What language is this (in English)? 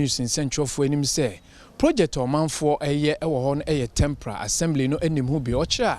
Akan